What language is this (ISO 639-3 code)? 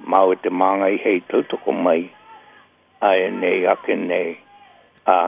mri